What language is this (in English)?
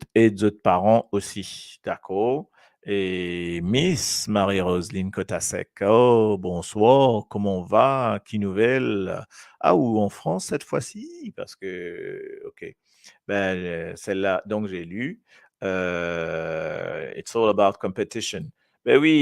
Morisyen